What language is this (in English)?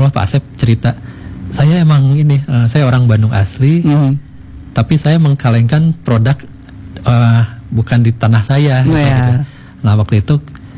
Indonesian